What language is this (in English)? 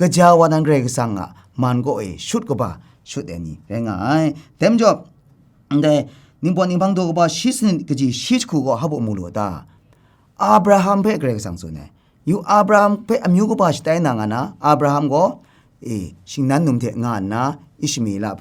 Kachin